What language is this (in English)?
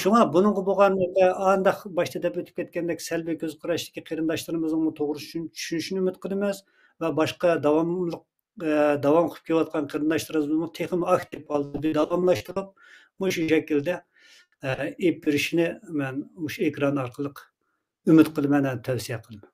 Uyghur